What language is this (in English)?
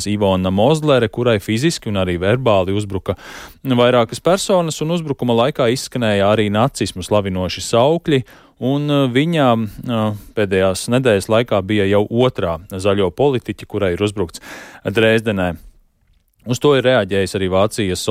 Latvian